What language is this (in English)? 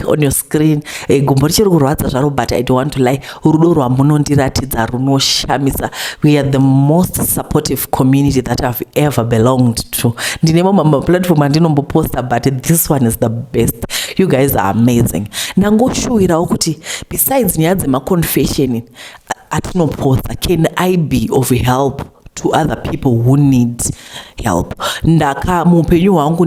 Shona